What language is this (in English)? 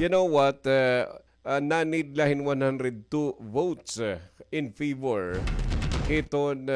Waray